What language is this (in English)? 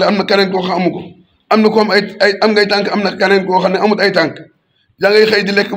Wolof